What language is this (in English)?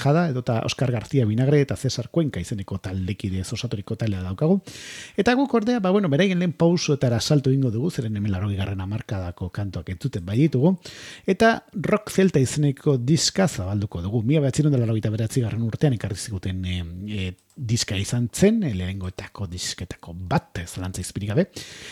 Basque